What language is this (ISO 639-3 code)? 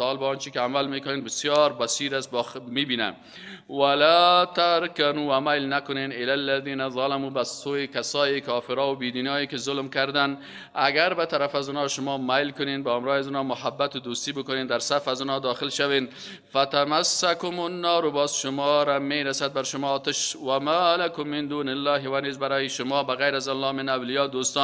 fas